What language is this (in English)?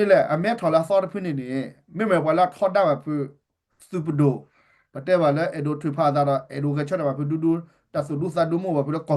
S'gaw Karen